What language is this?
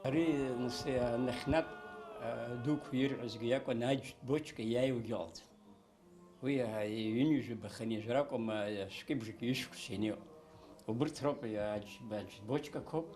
Abkhazian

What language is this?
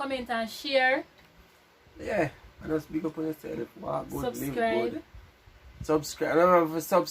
Jamaican Creole English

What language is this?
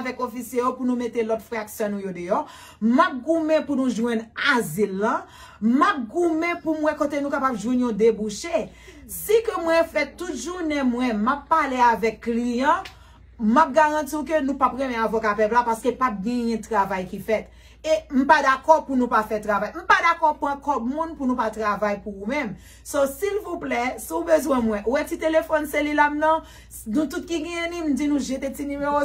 Haitian Creole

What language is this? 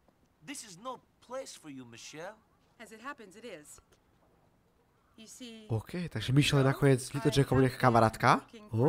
Slovak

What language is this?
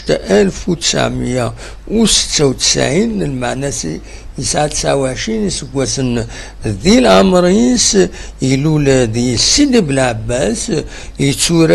Kabyle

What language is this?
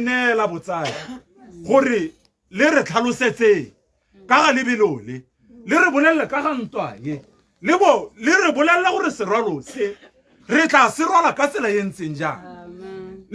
Tswana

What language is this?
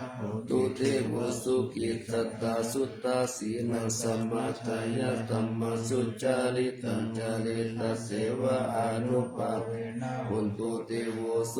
Pali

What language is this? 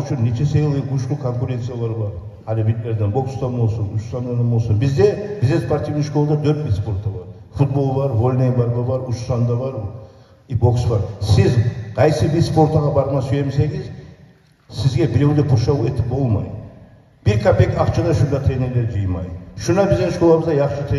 Kumyk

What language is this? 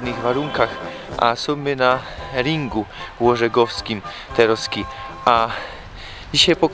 Silesian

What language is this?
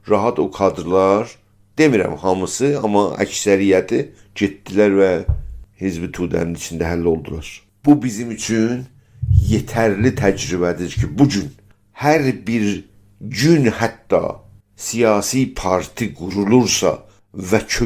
South Azerbaijani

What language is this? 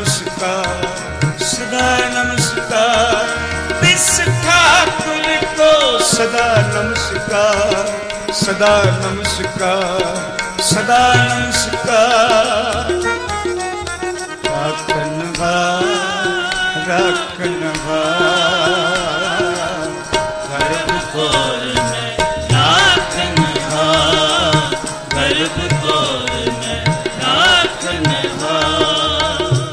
Punjabi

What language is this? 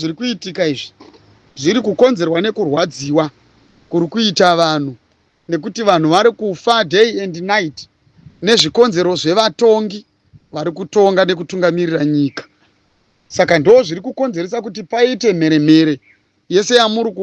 Shona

